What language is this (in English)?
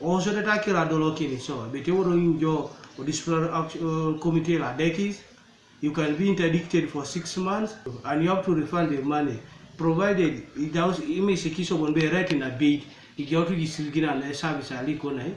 Teso